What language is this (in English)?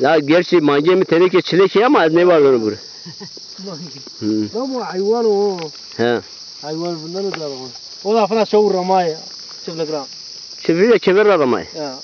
Zaza